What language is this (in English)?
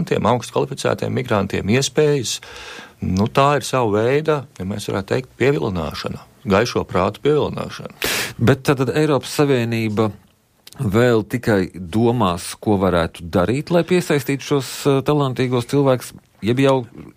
Latvian